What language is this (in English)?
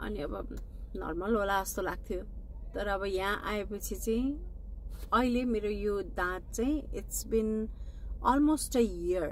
Nepali